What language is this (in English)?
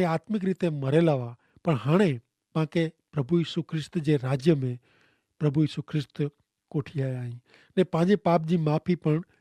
Kachhi